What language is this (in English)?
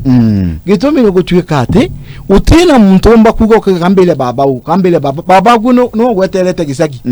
Meru